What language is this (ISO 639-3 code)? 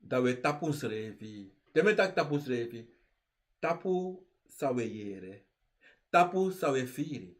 srn